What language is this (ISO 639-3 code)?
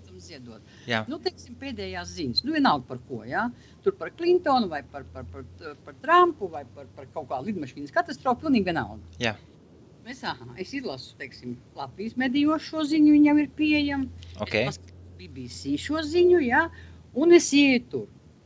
lav